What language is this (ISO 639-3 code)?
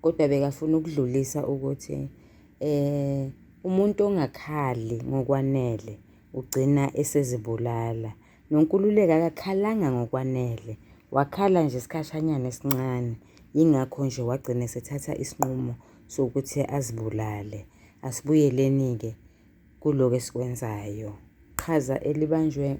zul